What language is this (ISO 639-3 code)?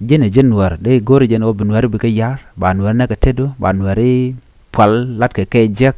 nus